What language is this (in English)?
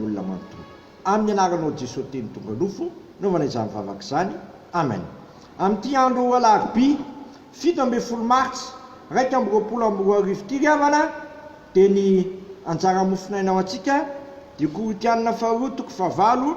Malagasy